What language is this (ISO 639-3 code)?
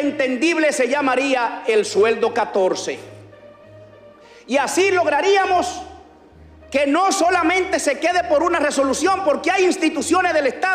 spa